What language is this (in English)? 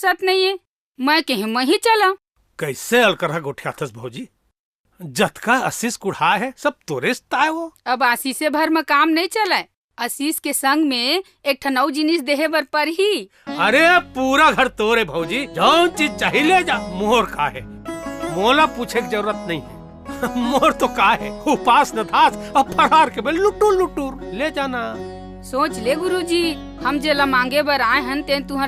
Chhattisgarhi